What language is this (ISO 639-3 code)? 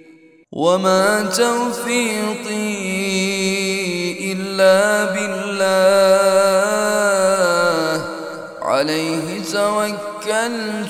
ara